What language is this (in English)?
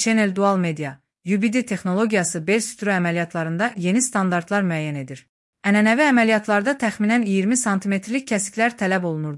Azerbaijani